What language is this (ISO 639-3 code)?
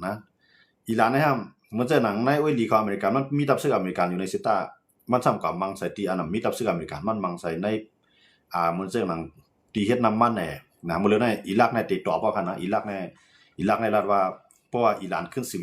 shn